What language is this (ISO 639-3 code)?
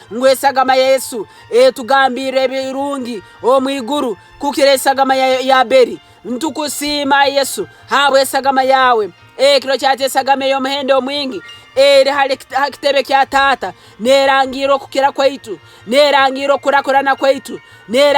nyo